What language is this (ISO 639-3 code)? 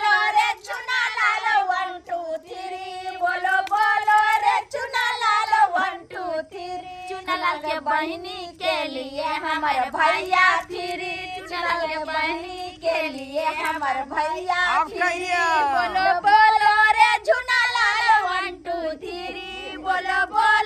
mai